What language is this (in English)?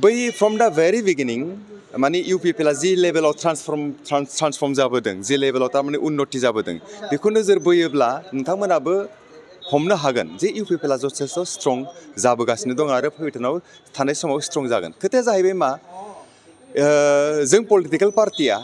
Bodo